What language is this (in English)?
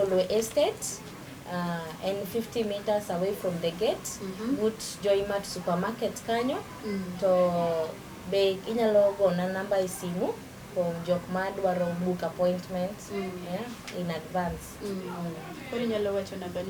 Luo (Kenya and Tanzania)